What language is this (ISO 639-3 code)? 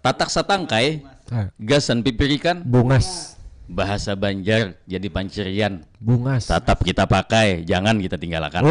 bjn